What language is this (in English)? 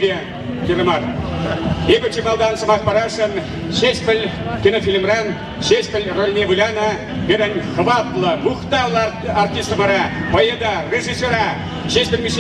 Chuvash